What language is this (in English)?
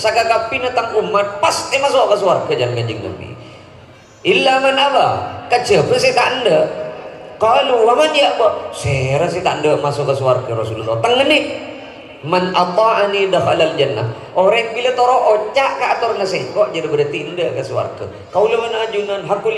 Madurese